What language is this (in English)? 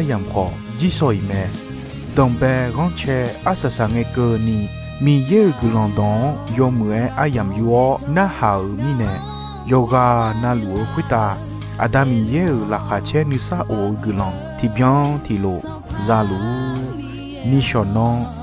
Akha